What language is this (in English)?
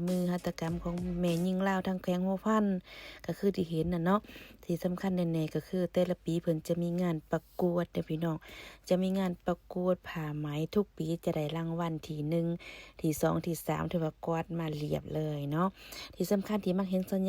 Lao